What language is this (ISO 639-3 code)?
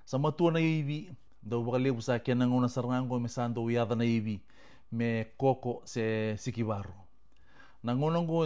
fij